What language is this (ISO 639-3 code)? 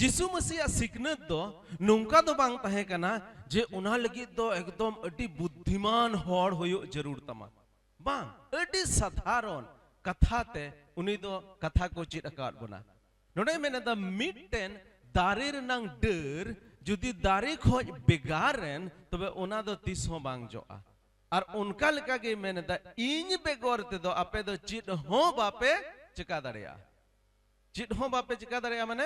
sat